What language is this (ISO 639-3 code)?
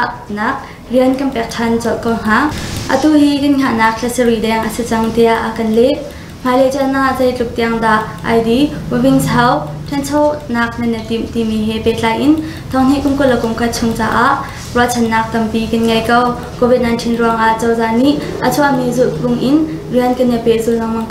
cnh